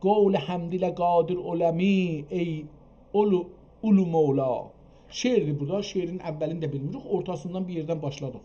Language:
South Azerbaijani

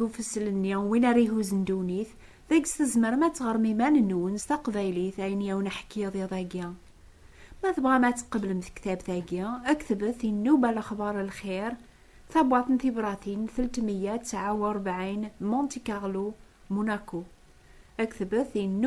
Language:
Kabyle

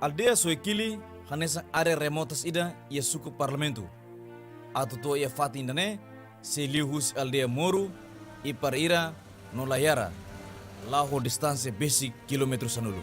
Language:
Tetum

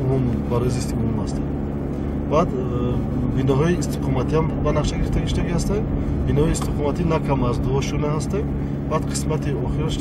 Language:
Tajik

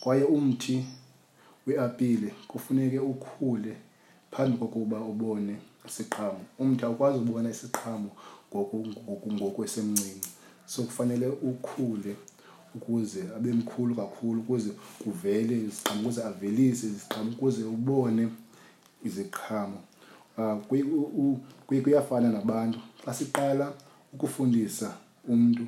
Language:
Xhosa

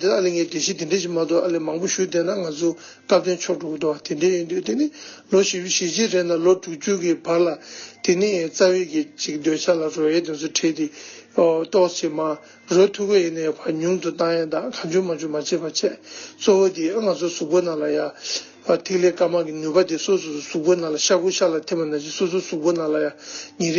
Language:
Tibetan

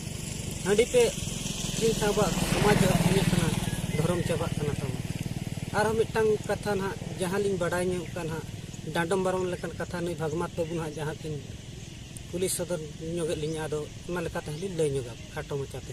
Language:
Santali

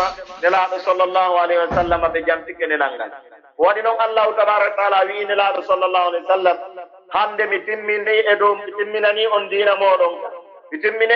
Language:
Pular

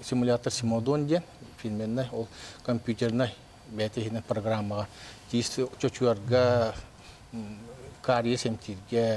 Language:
Yakut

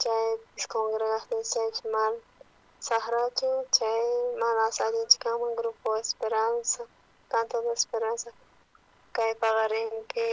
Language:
South Bolivian Quechua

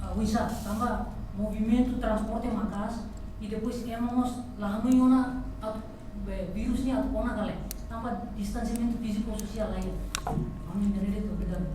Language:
Tetum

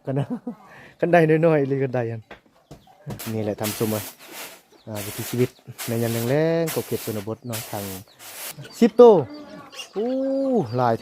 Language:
Lao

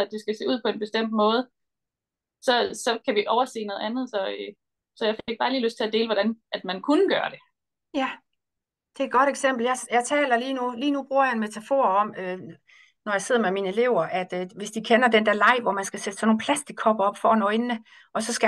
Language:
Danish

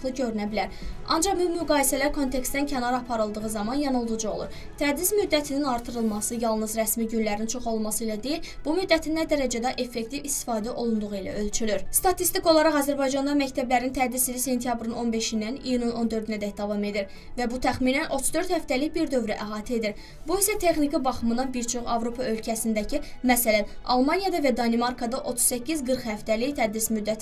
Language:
Azerbaijani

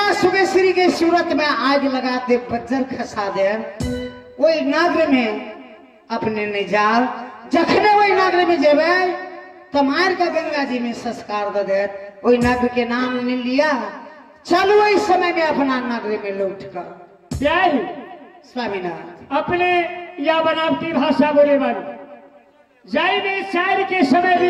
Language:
Maithili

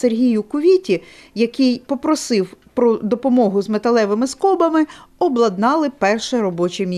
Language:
Ukrainian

